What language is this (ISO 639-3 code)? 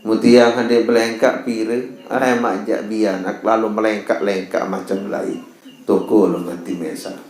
sas